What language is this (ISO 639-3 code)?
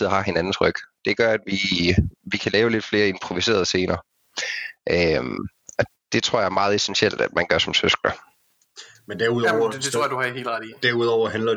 dan